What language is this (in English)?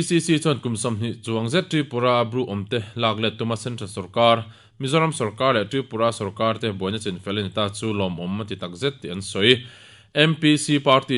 Mizo